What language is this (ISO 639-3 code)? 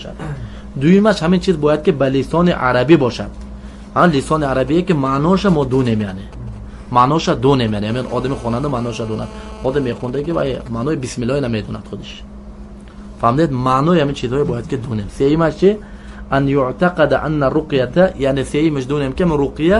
tgk